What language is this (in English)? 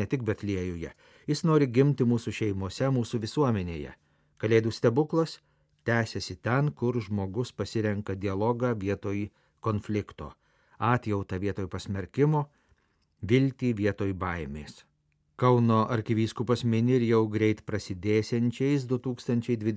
Lithuanian